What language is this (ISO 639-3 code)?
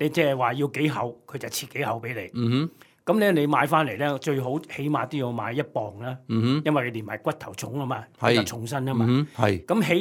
yue